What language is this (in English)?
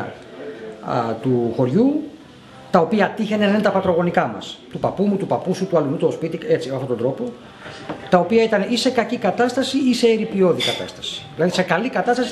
Greek